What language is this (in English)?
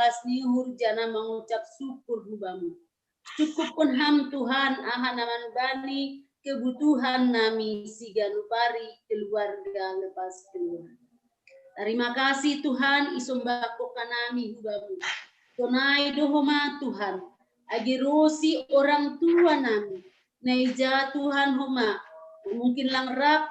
Batak Simalungun